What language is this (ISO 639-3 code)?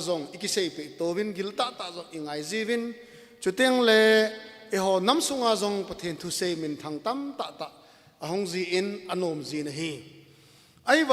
tcz